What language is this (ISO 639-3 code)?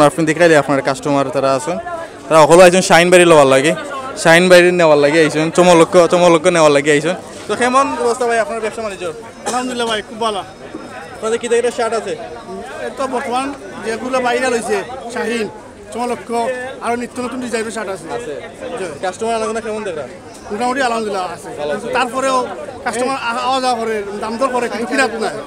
syl